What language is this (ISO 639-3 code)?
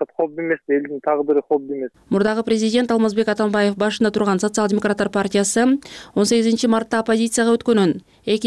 kir